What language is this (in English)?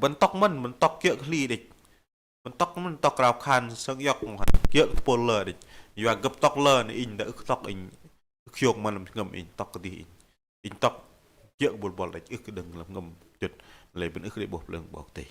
Bahnar